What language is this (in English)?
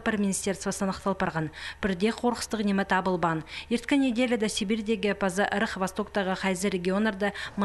Khakas